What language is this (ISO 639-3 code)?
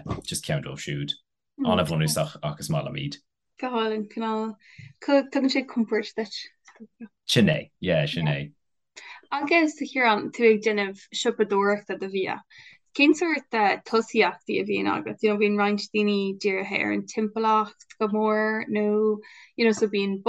gle